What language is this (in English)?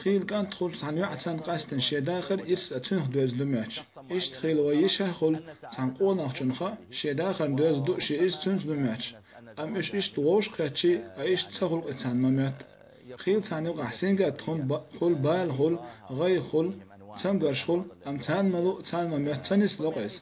Chechen